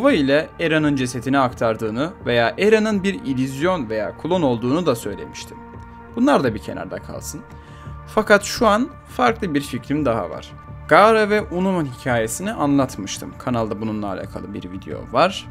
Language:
Turkish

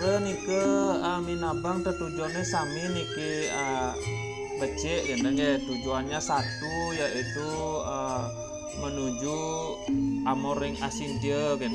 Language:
Balinese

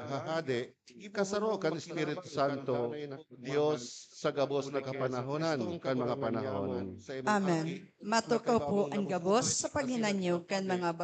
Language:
Bikol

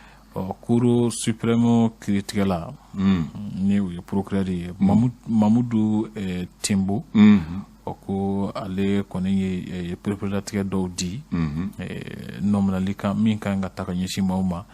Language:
Bambara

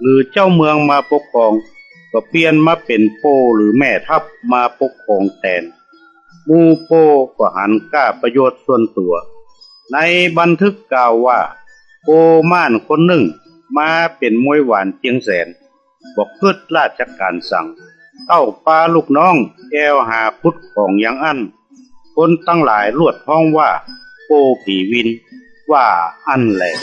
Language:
Northern Thai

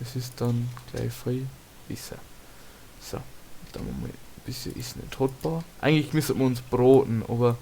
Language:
Bavarian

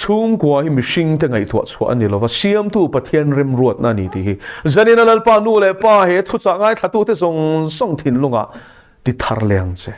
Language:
Mizo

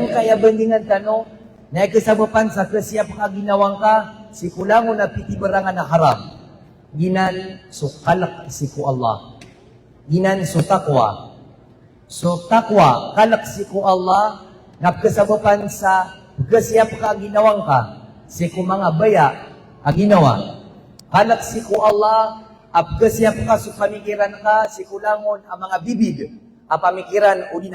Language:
Maranao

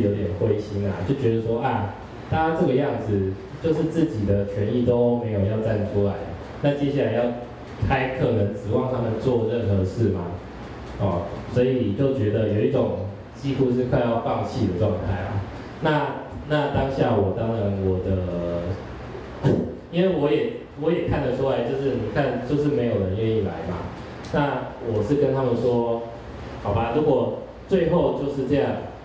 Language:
Chinese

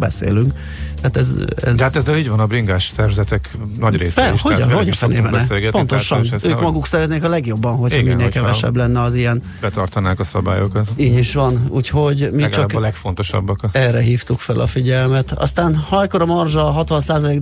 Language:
Hungarian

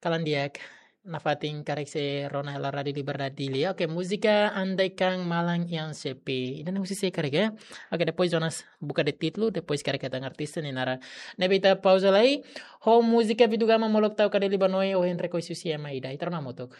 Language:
Tetum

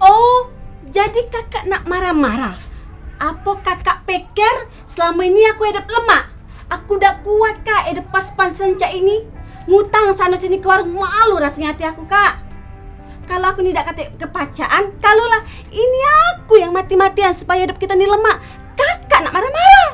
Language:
Musi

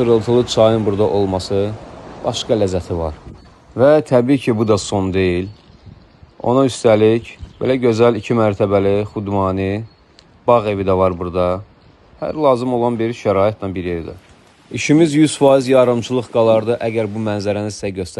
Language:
Azerbaijani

